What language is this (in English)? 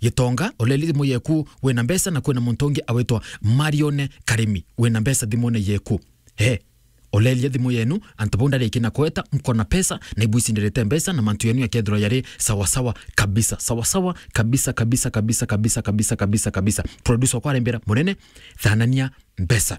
Meru